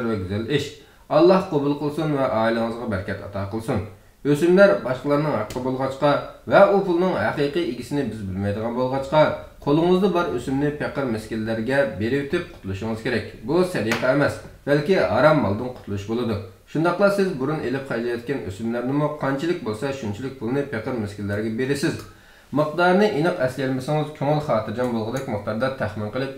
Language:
Uyghur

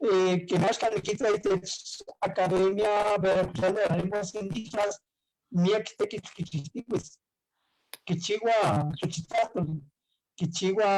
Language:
Eastern Huasteca Nahuatl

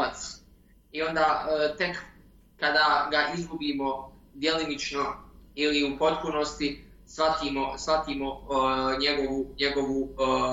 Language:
Bosnian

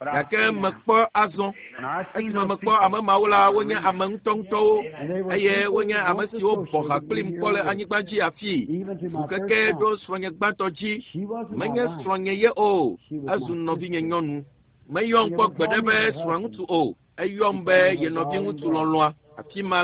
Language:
Ewe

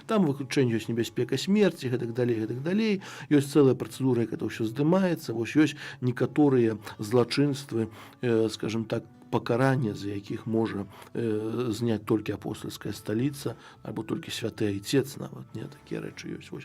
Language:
Belarusian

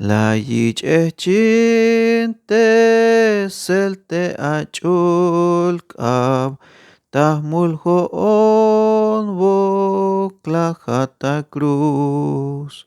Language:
Tzeltal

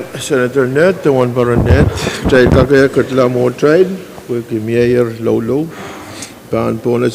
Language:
Pohnpeian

